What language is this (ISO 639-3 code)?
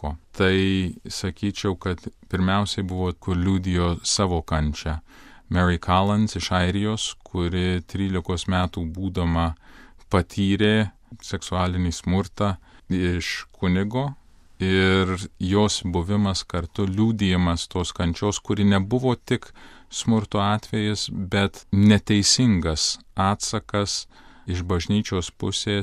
lit